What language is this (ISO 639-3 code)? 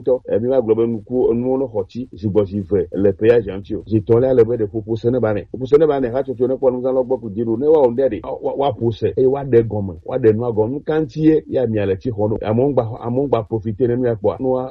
gej